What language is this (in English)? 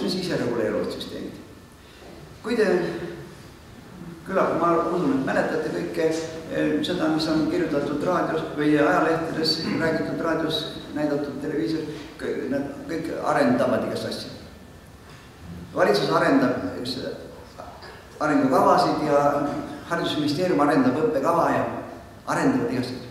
Estonian